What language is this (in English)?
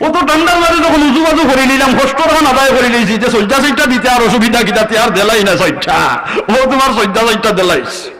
Sylheti